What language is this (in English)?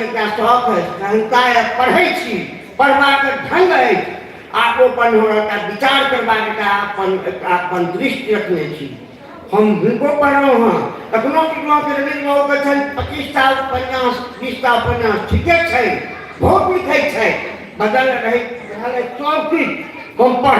Maithili